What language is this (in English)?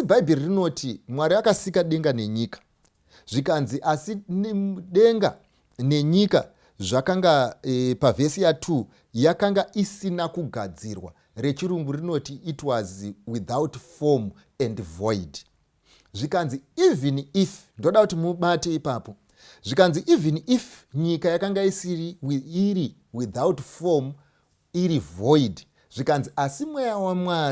Shona